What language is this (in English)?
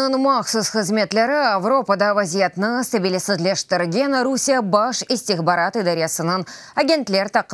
Crimean Tatar